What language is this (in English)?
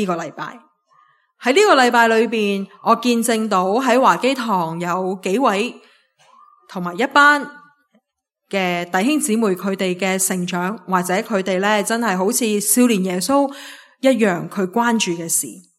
Cantonese